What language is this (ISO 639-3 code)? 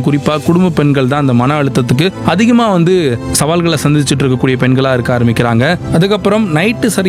tam